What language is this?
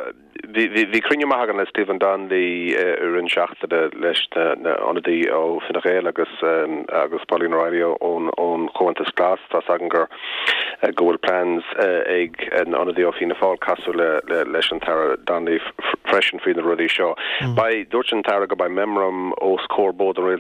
Irish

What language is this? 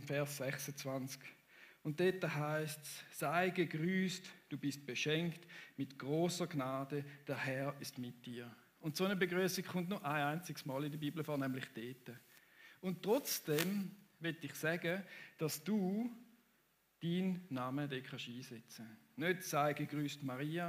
Swiss German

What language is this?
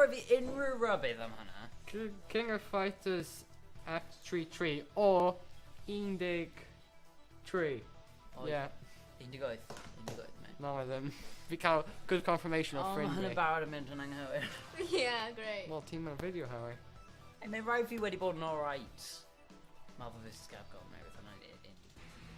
Welsh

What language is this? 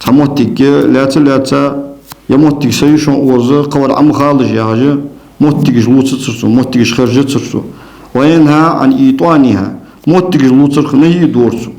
Ingush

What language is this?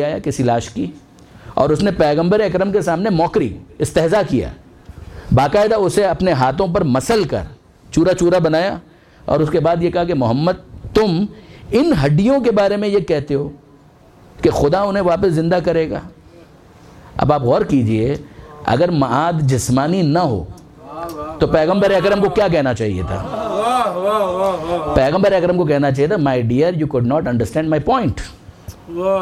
Urdu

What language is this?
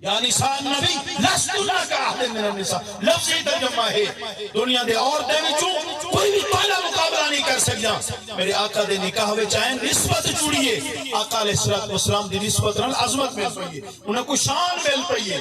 Saraiki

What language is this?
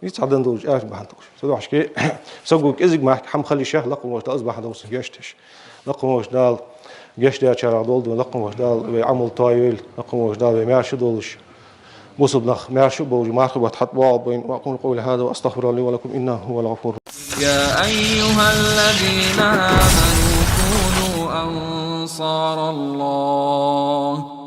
Ingush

